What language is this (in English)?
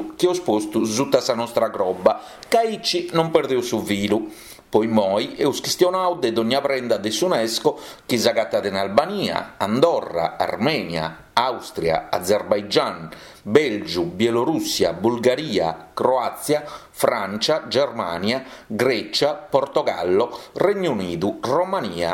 Sardinian